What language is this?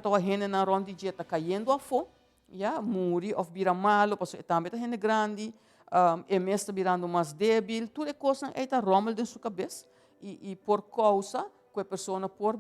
Papiamento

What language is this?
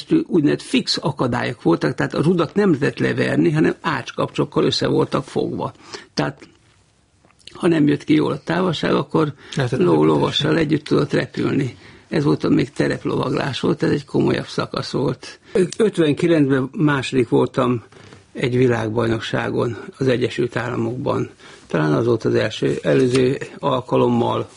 Hungarian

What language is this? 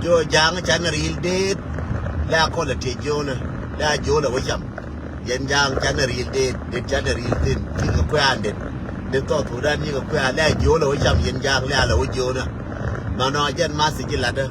Nuer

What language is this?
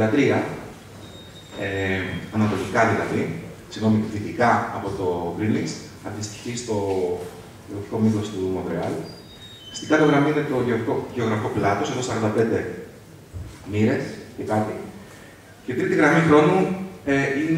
Greek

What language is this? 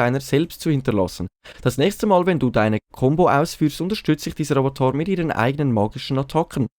Swiss German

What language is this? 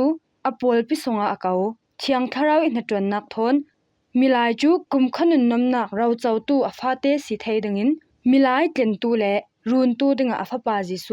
Falam Chin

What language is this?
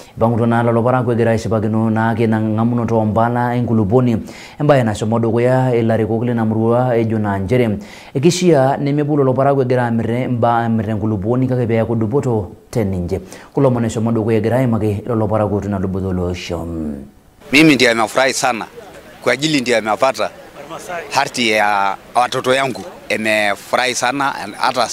Masai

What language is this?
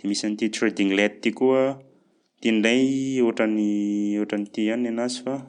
Malagasy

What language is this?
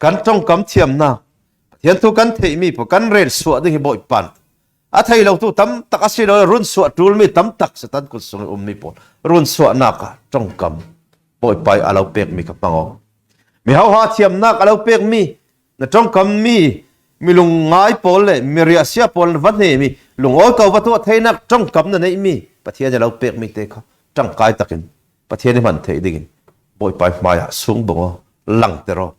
Falam Chin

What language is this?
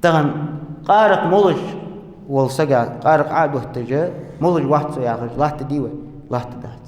Ingush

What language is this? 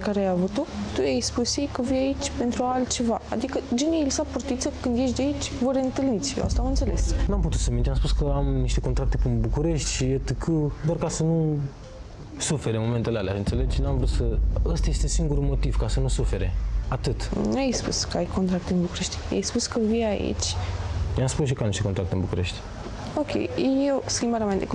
Romanian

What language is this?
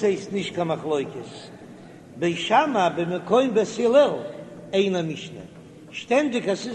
Yiddish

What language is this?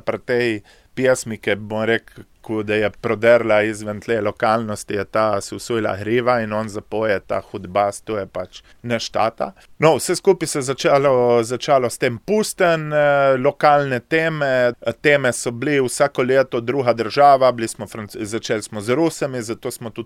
Slovenian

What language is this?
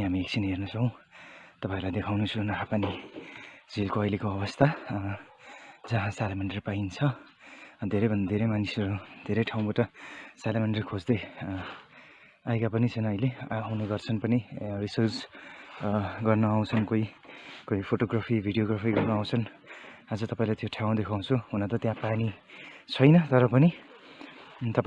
Nepali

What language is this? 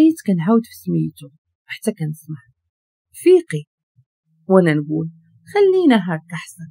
Moroccan Arabic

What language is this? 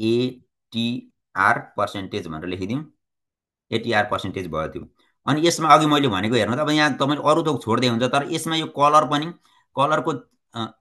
Nepali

